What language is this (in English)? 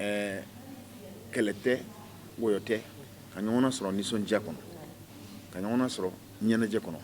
Bambara